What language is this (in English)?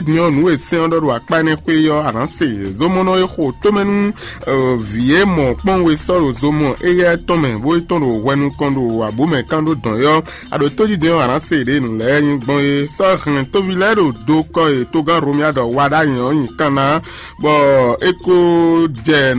Fon